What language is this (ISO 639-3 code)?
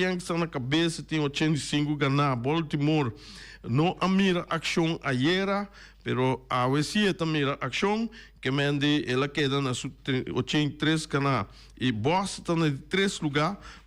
pap